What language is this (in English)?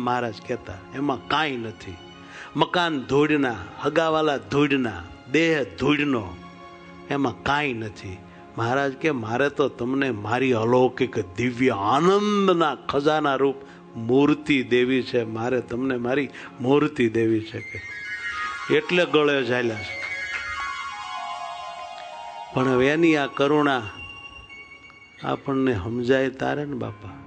Gujarati